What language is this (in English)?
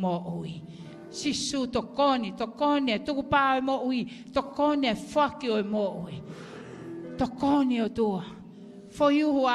Tongan